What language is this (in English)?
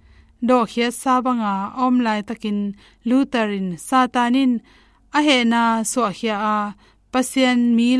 Tedim Chin